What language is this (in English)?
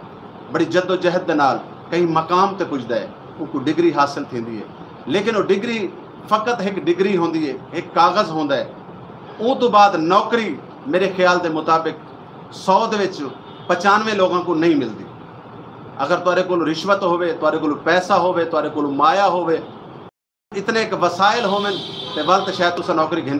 Saraiki